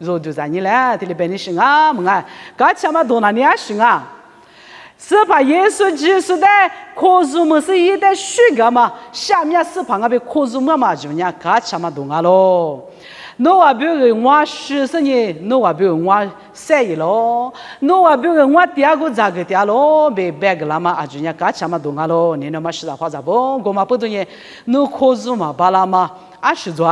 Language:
Lisu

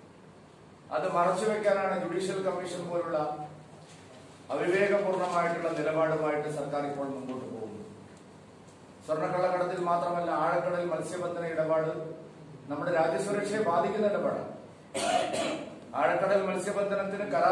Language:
Malayalam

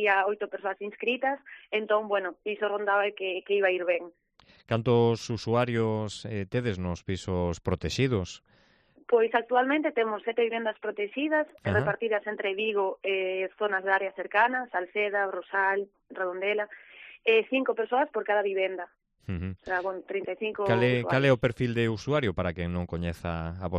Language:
Galician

